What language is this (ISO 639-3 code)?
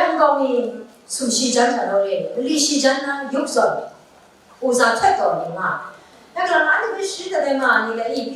kac